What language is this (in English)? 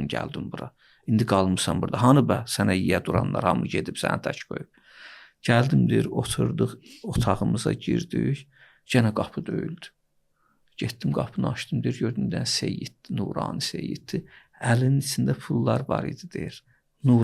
Azerbaijani